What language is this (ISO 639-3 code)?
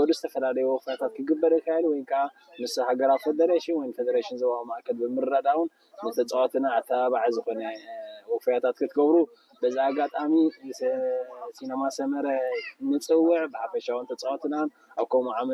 tir